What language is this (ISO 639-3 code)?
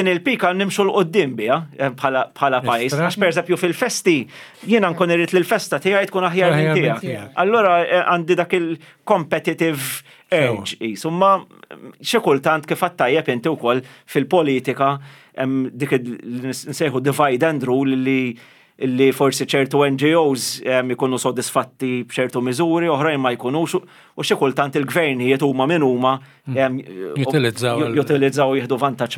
mlt